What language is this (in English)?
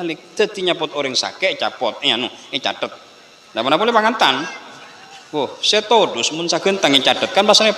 Madurese